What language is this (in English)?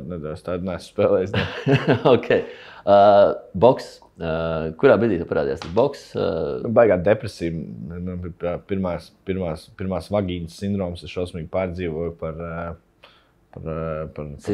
Latvian